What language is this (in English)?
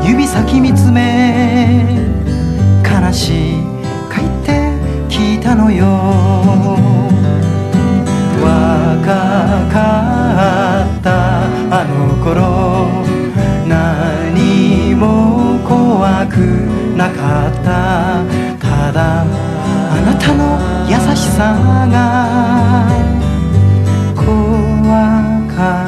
Japanese